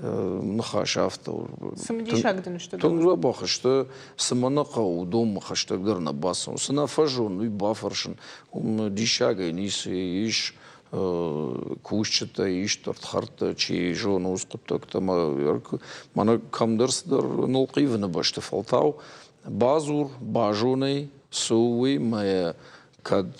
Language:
Ossetic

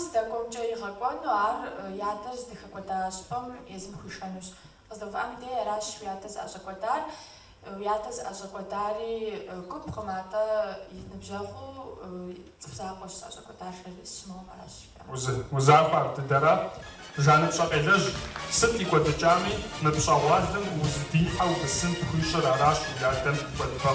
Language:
Kabardian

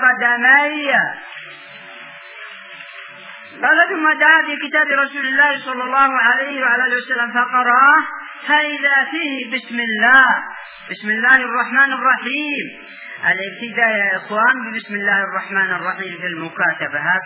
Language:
Arabic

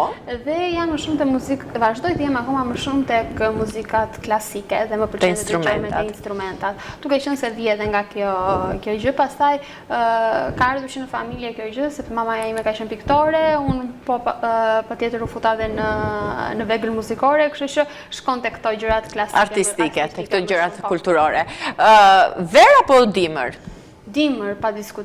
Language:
Albanian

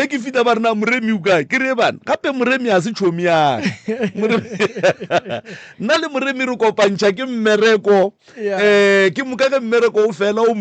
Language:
Northern Sotho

